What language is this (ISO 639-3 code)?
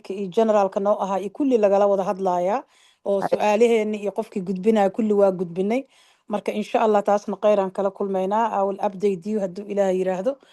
som